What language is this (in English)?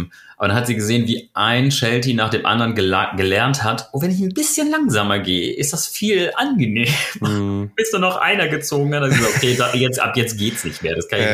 German